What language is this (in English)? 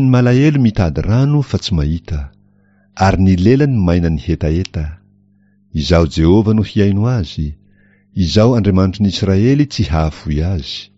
Malagasy